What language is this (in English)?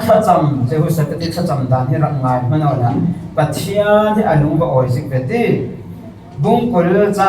Falam Chin